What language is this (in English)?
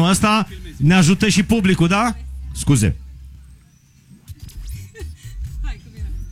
Romanian